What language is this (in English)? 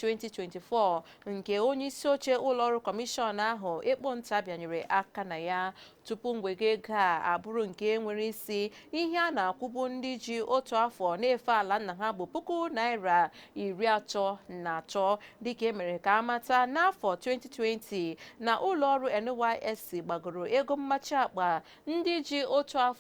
Igbo